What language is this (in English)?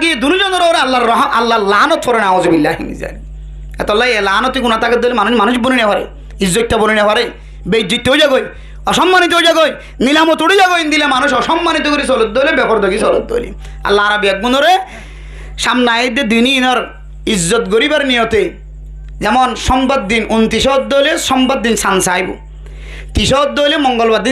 Rohingya